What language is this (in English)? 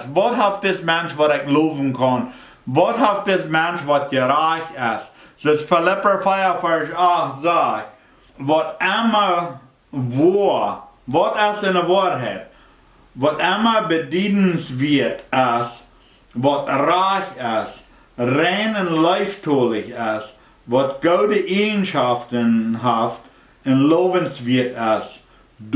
Plautdietsch